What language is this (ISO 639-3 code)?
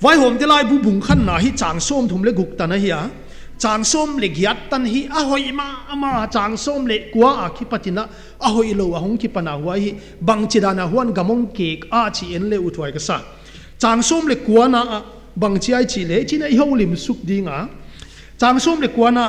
pck